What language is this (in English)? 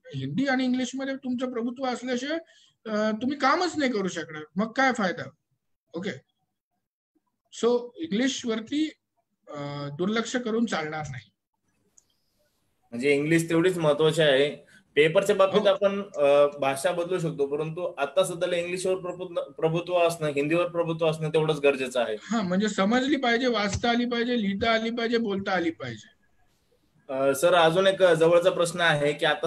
Marathi